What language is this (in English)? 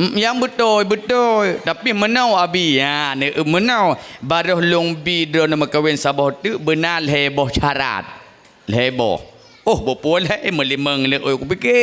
Achinese